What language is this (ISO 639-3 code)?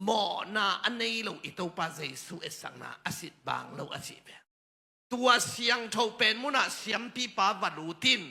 ctd